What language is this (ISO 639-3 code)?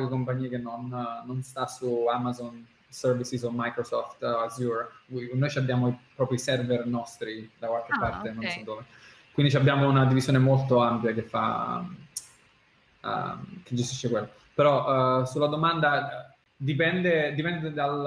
ita